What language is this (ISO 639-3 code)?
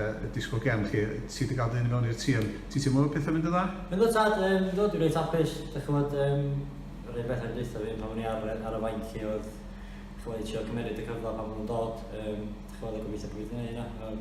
cym